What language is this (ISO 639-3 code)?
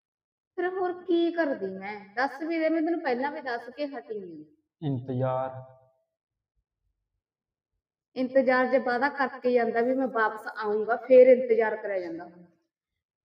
pan